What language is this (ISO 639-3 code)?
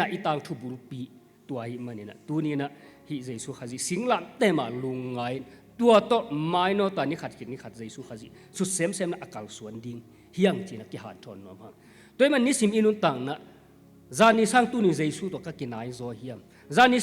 ctd